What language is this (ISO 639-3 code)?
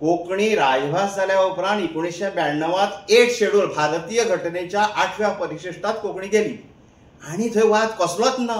kok